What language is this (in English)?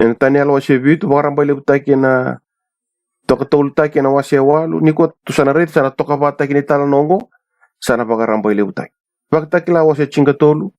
Fijian